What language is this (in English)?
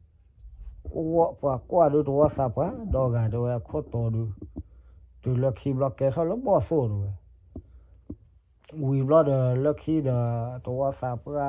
S'gaw Karen